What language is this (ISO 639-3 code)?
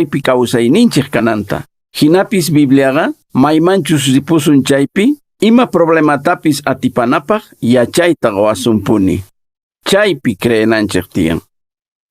que